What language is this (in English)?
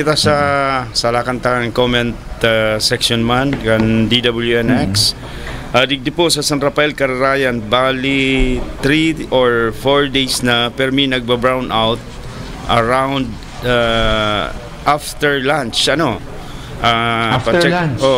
Bikol